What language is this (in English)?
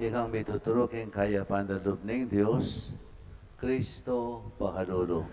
Pampanga